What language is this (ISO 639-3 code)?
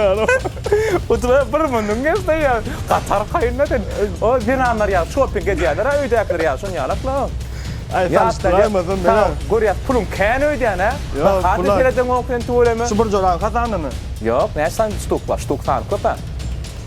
tuk